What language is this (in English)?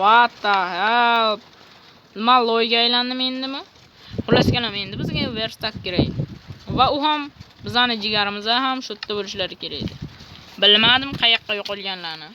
Uzbek